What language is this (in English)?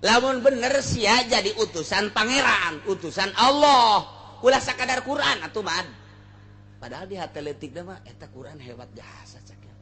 Sundanese